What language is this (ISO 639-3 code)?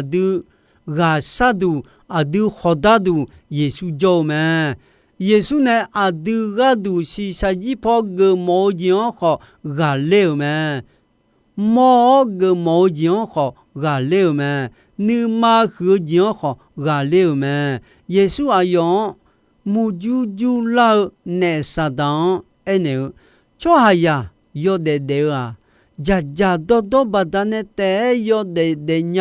ahk